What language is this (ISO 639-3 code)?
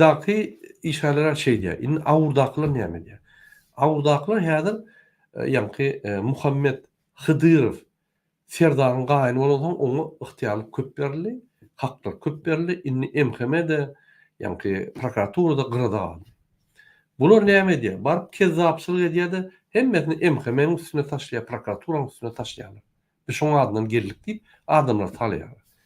tuk